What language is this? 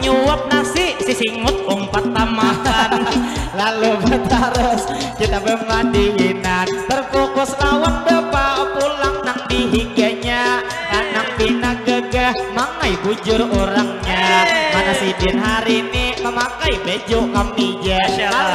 Banjar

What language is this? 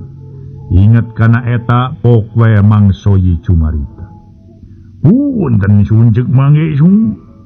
Sundanese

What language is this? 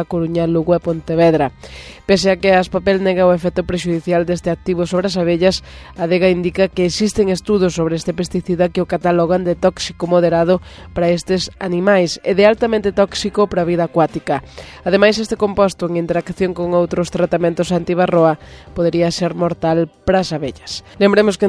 Galician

